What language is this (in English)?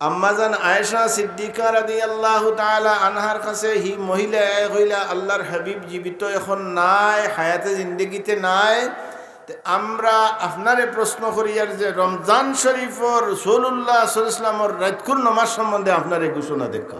Sylheti